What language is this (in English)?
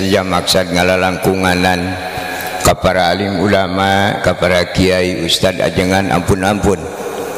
Sundanese